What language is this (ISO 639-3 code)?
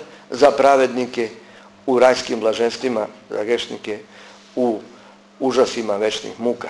srp